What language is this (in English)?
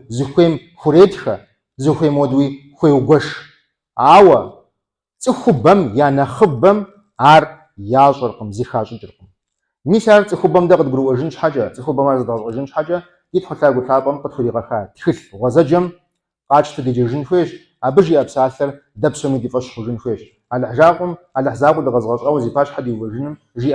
Kabardian